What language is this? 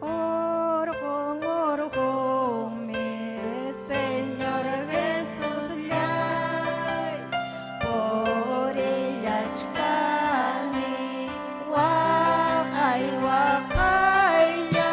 Ayacucho Quechua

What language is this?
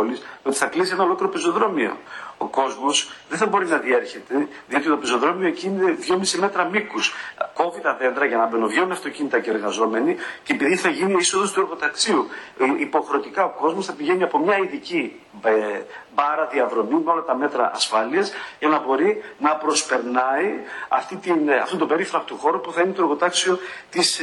Greek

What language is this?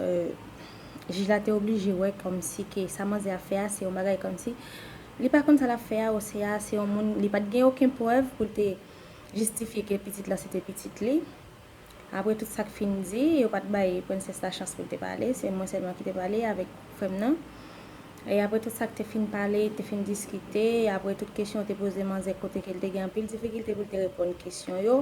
Haitian Creole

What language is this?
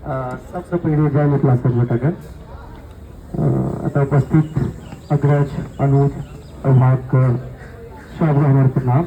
Maithili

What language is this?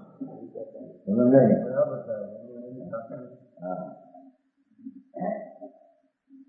Gujarati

